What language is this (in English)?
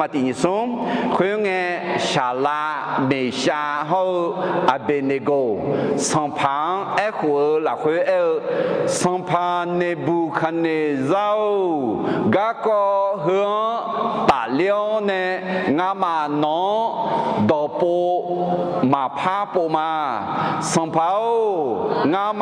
Akha